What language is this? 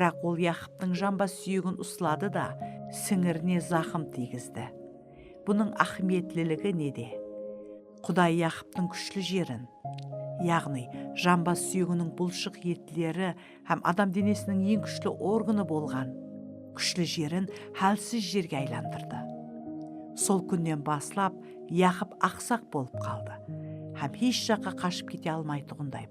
Kara-Kalpak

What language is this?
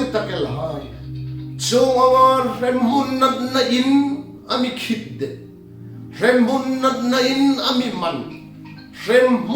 Hmar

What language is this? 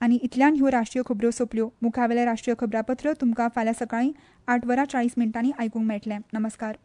Konkani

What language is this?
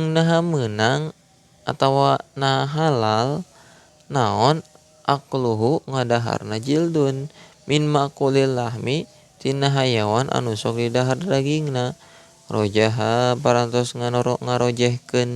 Sundanese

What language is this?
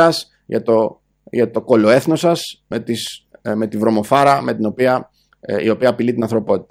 Greek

